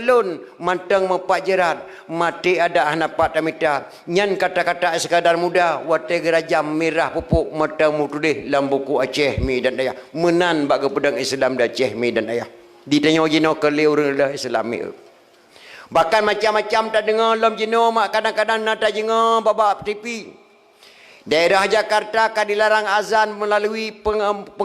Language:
Achinese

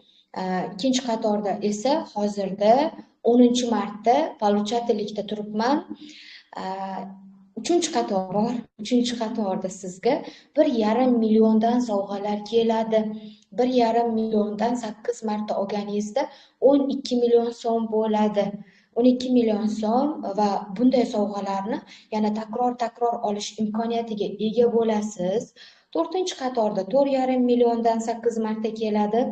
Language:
Uzbek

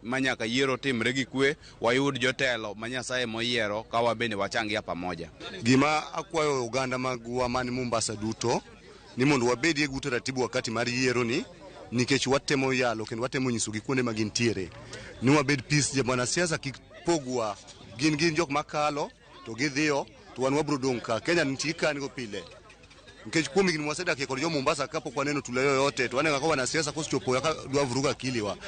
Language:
Luo (Kenya and Tanzania)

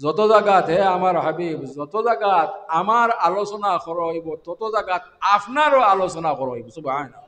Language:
Sylheti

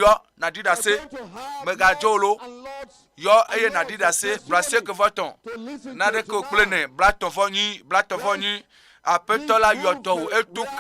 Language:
Ewe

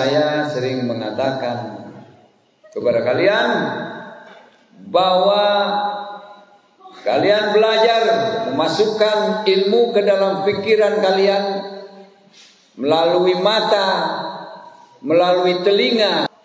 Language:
Indonesian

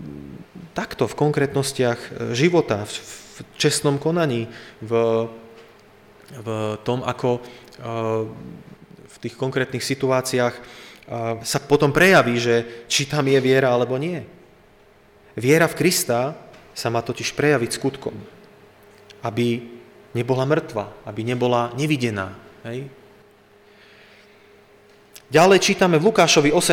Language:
Slovak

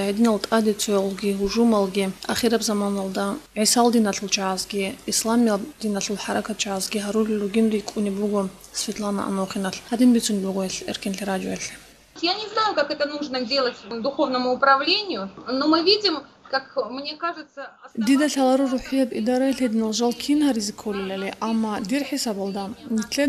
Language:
Avaric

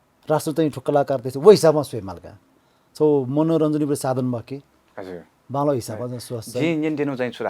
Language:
Newari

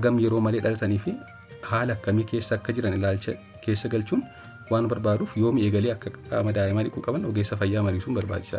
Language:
Oromo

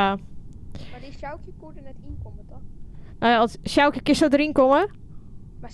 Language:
Western Frisian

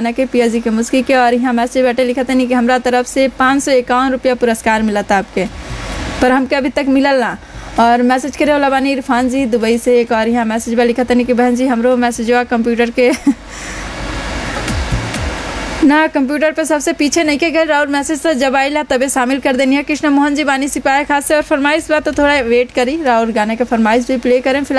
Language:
Bhojpuri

